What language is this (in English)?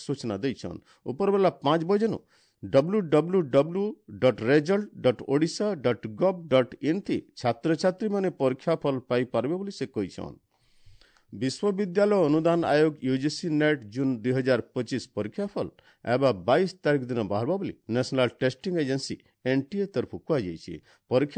Odia